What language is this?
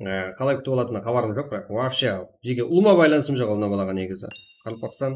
Kara-Kalpak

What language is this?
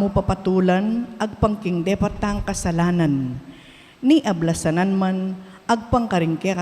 Pampanga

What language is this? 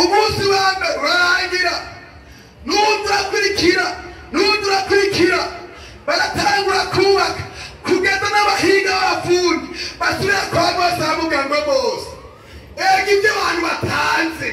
Rundi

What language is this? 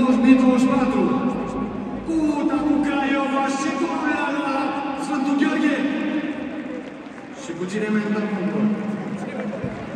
Romanian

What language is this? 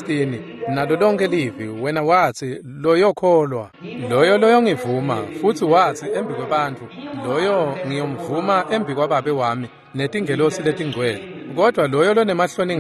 Swati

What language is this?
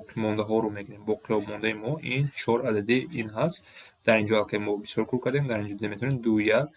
Tajik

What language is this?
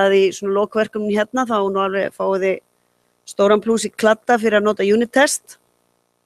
Icelandic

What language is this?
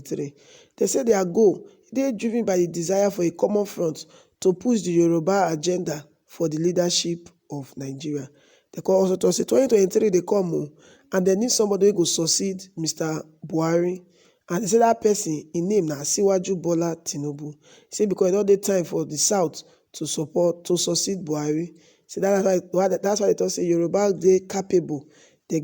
Nigerian Pidgin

